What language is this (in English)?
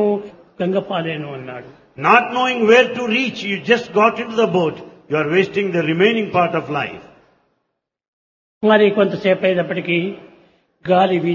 Telugu